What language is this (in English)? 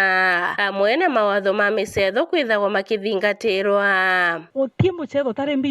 Meru